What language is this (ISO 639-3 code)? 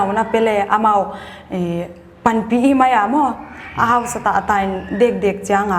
pck